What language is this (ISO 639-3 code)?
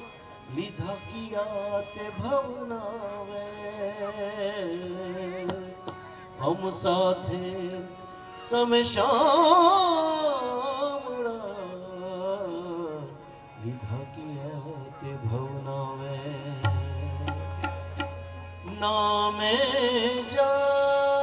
guj